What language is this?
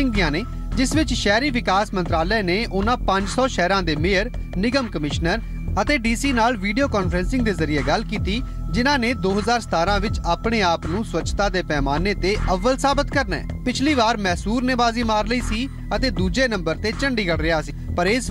Punjabi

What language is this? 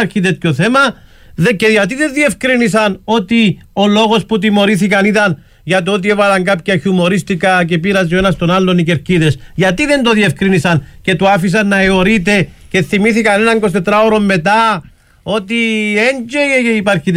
Greek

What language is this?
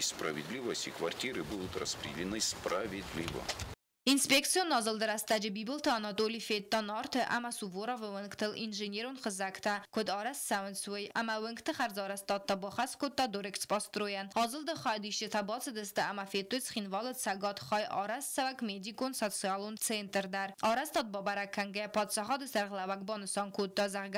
Ossetic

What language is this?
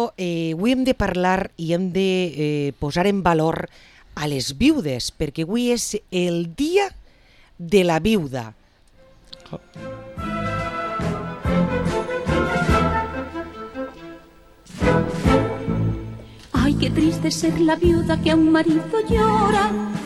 Catalan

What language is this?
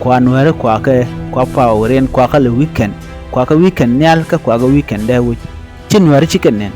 Nuer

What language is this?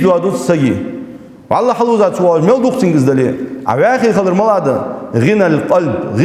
Ingush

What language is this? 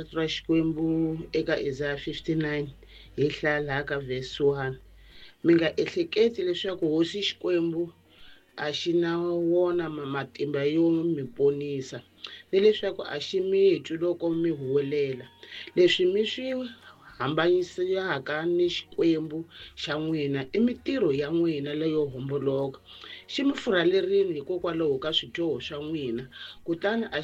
Tsonga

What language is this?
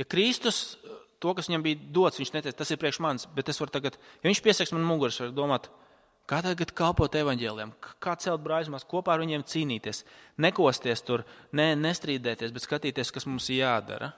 Latvian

